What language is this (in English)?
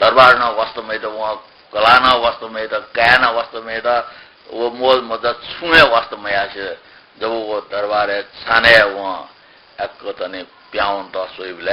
Newari